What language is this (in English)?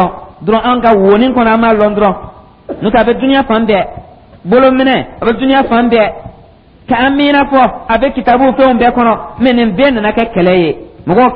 Dyula